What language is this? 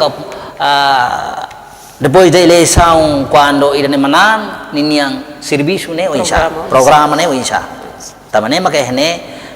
Tetum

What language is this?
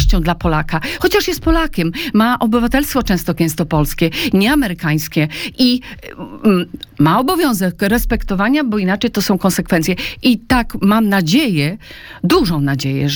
Polish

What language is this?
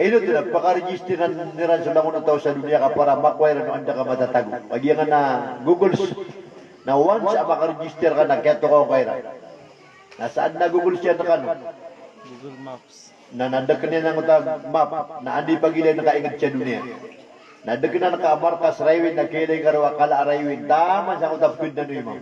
Maranao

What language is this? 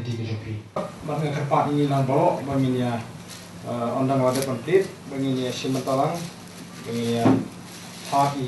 Khasi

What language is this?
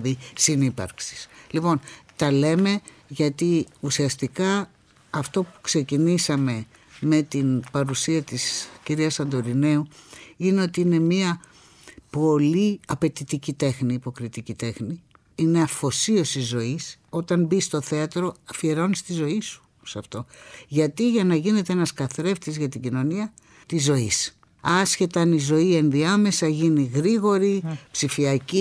Greek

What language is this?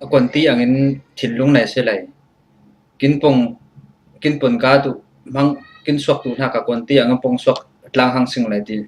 Falam Chin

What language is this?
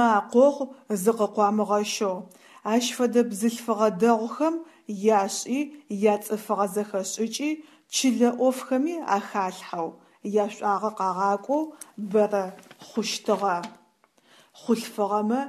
Adyghe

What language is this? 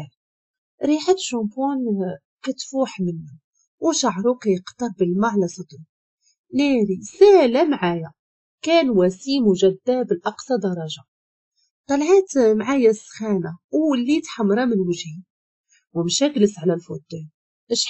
Moroccan Arabic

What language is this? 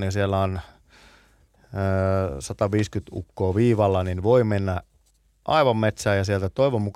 Finnish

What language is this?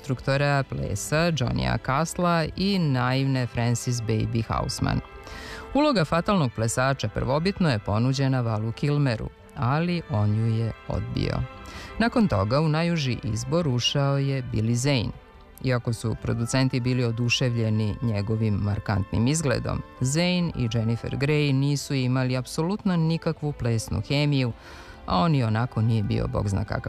Serbian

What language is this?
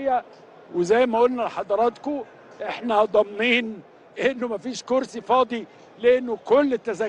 Egyptian Arabic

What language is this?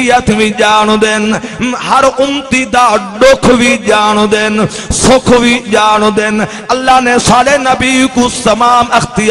Saraiki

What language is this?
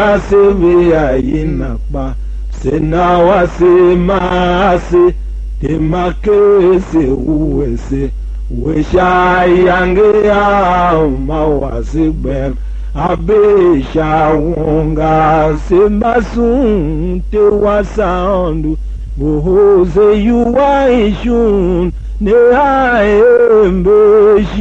Tiv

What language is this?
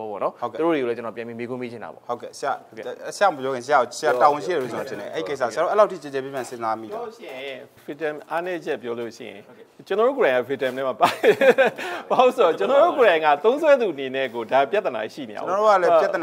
Burmese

